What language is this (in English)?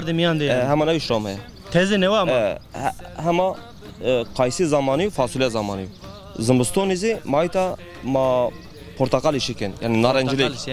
Zaza